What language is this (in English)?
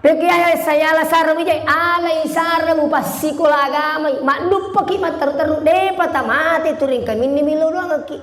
Buginese